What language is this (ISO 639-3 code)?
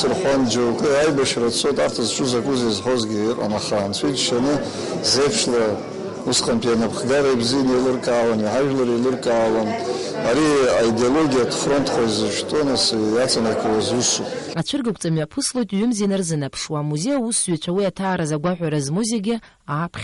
abk